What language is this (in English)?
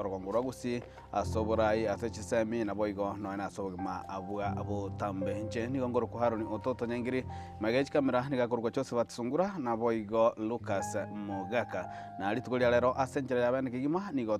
Gusii